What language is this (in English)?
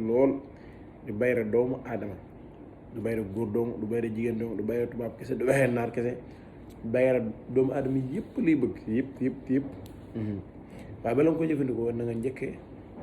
Wolof